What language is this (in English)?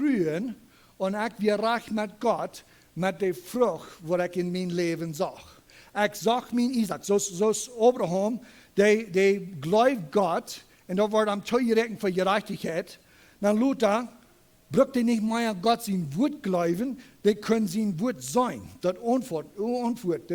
Plautdietsch